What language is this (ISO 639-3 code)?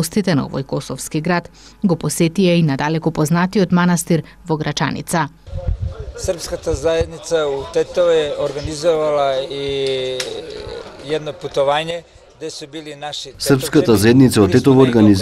mkd